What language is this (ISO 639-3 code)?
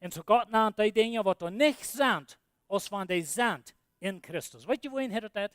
pdt